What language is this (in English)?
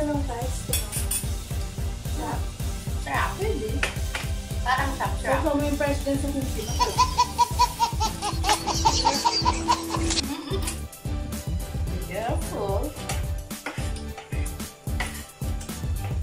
Filipino